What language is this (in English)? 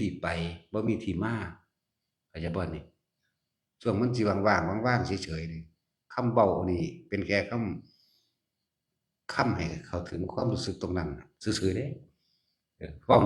Northeastern Thai